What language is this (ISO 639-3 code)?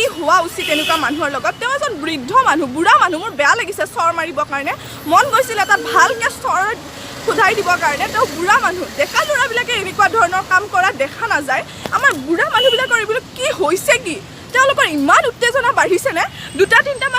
asm